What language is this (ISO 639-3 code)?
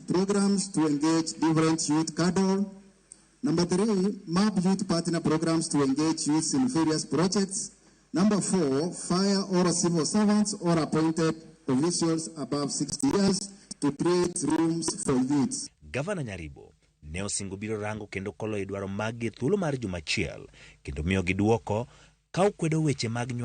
luo